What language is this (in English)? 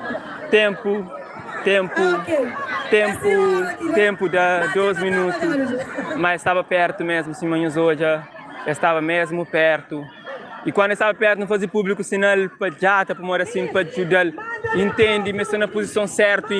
Kabuverdianu